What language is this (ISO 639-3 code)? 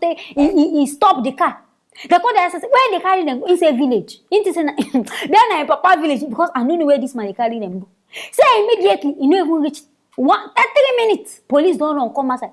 pcm